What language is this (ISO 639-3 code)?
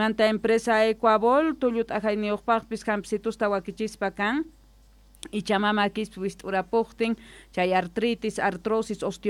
que